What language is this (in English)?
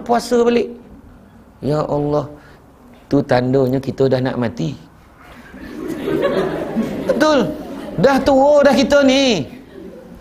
Malay